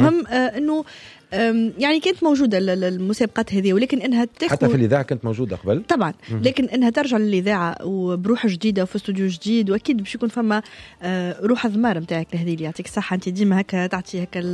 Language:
Tunisian Arabic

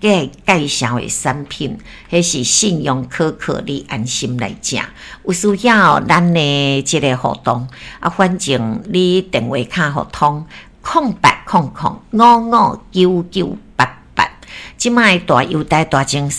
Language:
Min Nan Chinese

